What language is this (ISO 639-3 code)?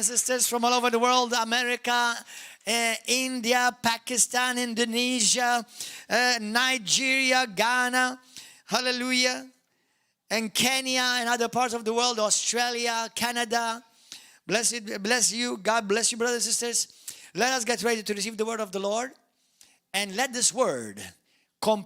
eng